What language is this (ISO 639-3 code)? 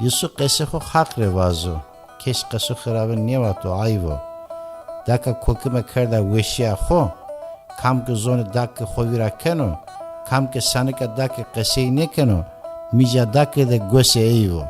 zza